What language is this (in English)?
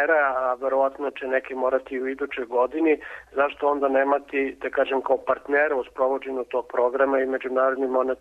Serbian